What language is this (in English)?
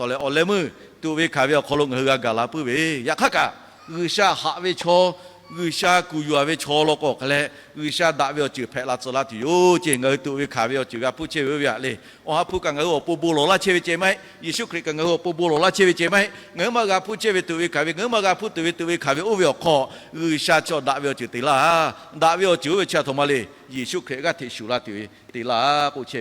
Lahu